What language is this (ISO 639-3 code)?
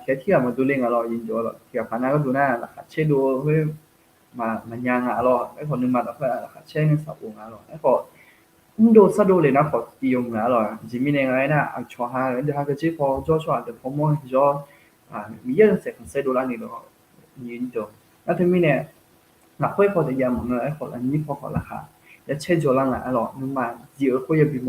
ahk